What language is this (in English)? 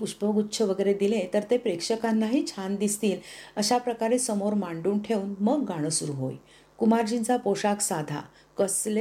Marathi